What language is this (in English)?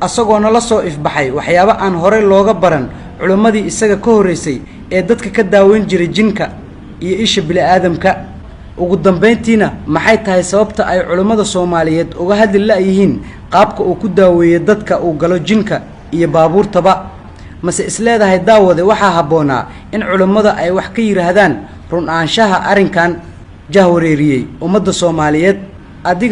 Somali